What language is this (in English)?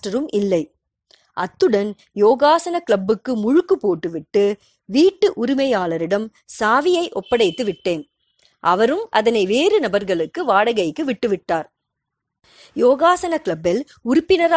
Tamil